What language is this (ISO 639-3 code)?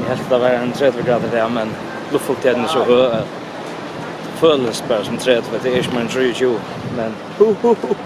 fao